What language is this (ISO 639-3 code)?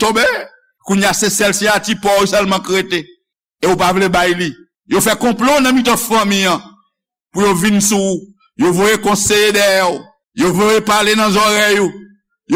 hat